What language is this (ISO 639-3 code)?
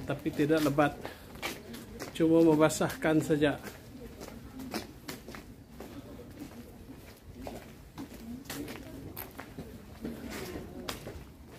msa